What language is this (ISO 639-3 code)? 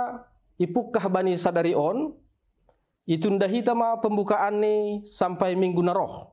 bts